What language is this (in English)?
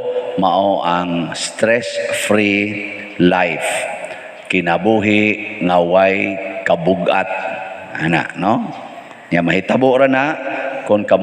Cebuano